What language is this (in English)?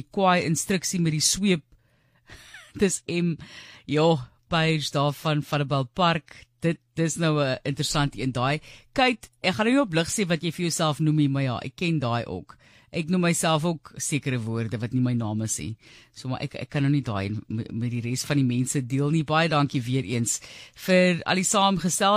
Afrikaans